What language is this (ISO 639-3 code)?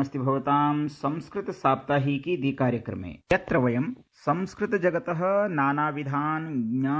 san